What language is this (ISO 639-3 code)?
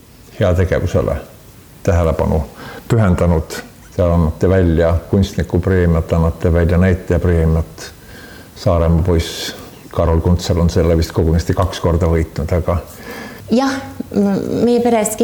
est